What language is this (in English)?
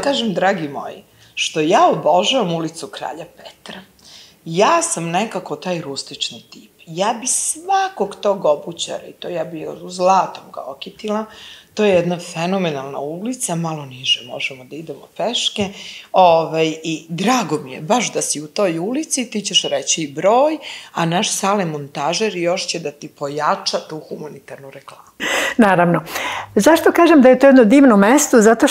Serbian